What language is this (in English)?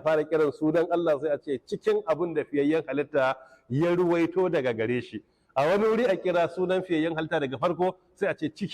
Hausa